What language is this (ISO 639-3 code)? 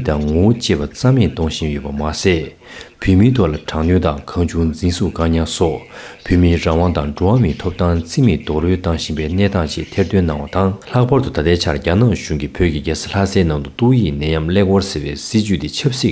bod